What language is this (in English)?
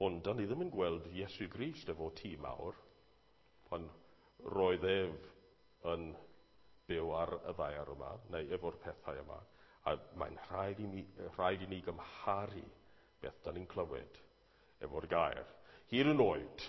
Welsh